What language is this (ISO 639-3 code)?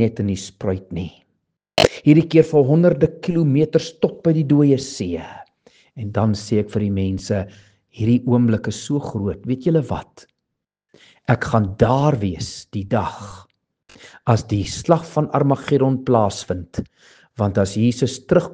afr